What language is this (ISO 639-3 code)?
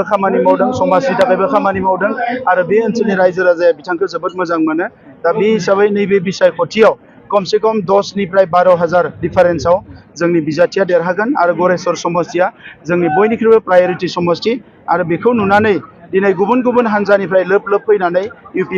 brx